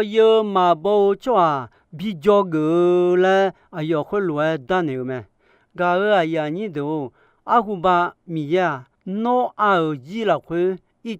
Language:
Akha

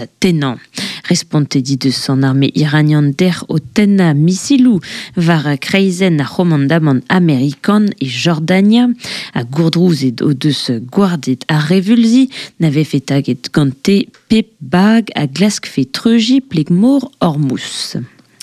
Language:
Breton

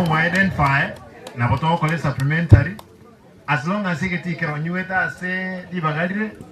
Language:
Gusii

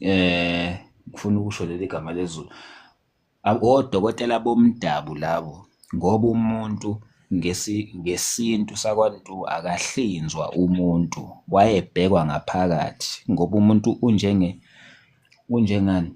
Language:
Zulu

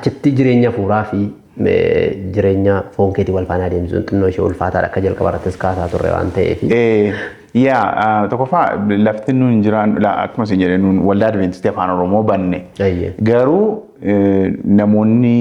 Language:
Oromo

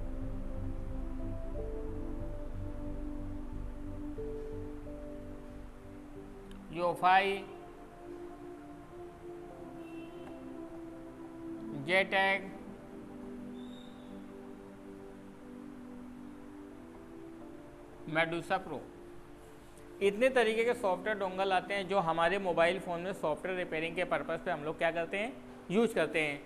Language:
Hindi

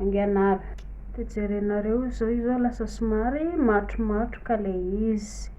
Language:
Malagasy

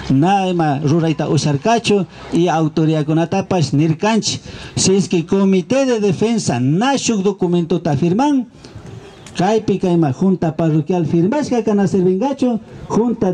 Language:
Imbabura Highland Quichua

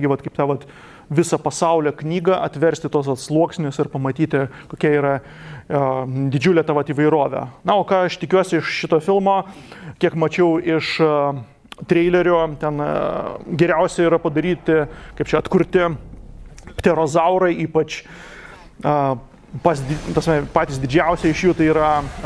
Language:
Lithuanian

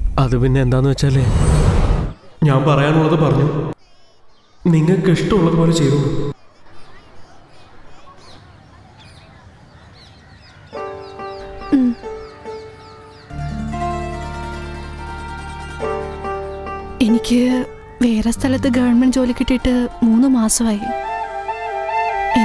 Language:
Malayalam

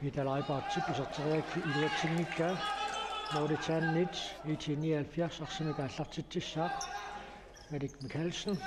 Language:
Kalaallisut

